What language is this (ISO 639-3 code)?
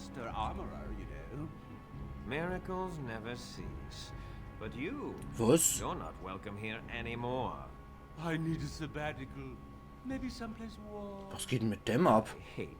pfl